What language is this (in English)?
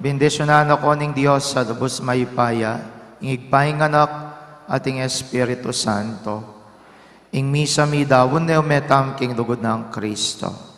Pampanga